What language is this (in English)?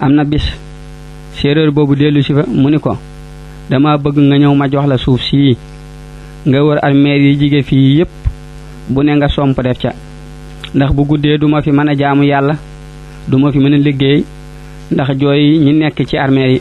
Wolof